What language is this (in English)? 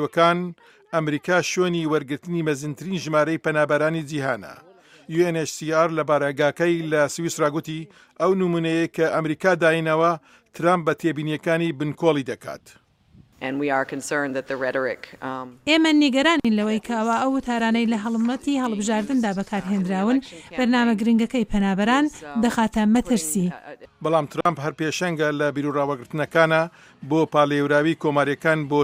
Central Kurdish